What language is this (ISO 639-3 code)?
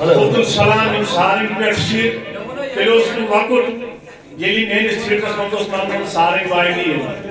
kas